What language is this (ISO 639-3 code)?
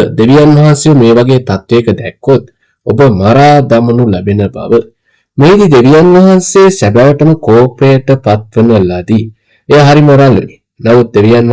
sin